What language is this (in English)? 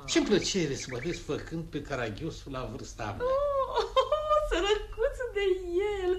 Romanian